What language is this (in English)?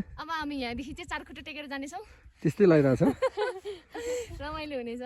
Nepali